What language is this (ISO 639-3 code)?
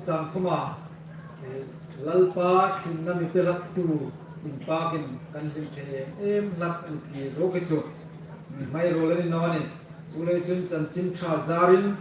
hmr